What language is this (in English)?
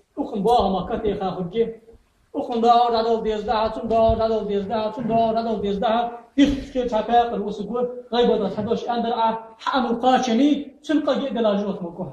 Ingush